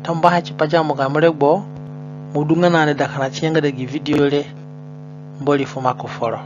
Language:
Zande (individual language)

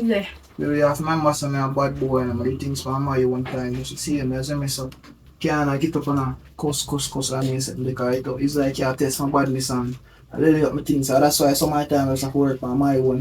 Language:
Jamaican Creole English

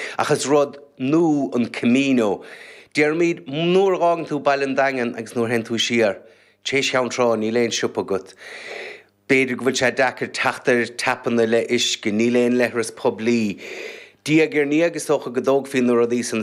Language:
Irish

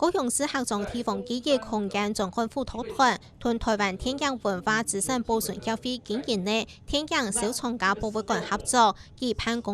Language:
Hakka Chinese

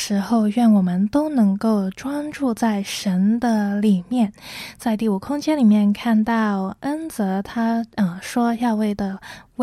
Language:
Chinese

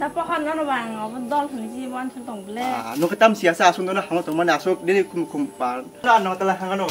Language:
Kok Borok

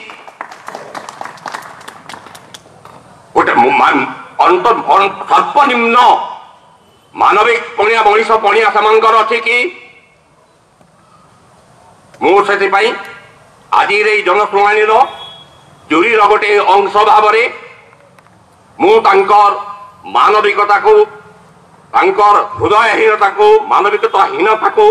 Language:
Odia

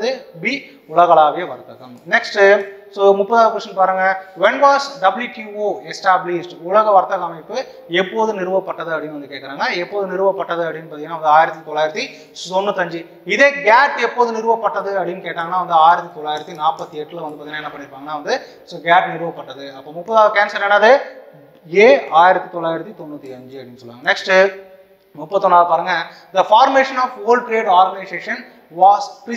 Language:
Tamil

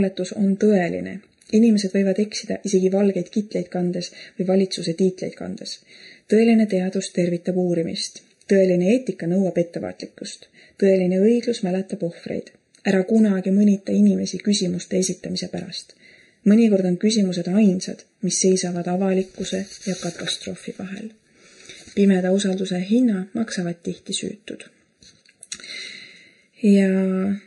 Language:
Estonian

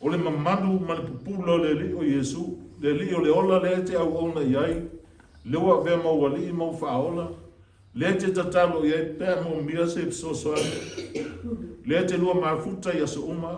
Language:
Samoan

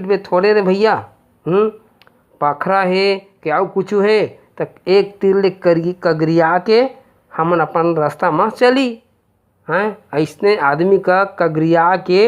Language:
Chhattisgarhi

